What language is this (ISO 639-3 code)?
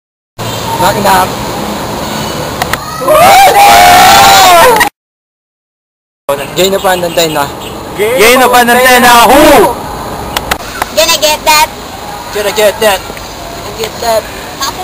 fil